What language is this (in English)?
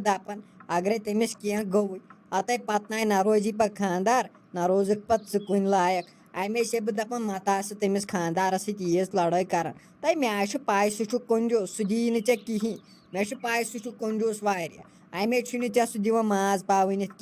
Kashmiri